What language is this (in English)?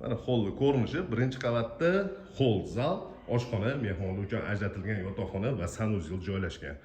Uzbek